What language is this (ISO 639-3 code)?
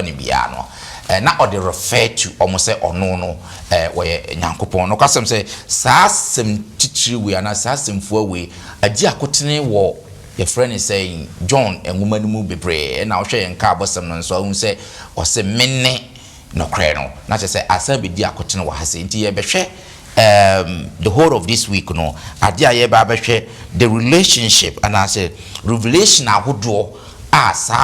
aka